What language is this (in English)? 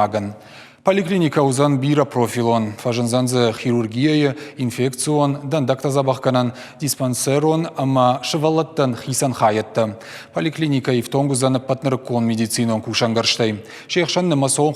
Ossetic